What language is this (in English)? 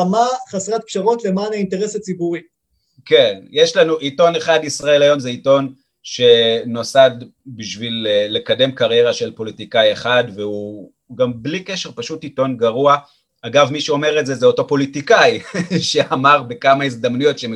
Hebrew